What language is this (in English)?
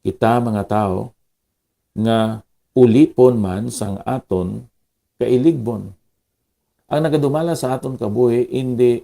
Hiligaynon